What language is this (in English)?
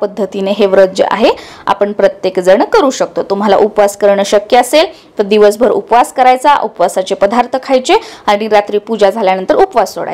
Marathi